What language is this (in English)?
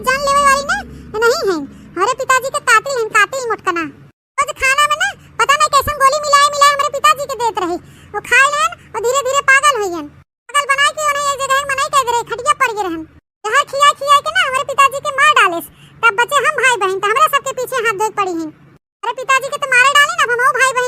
Awadhi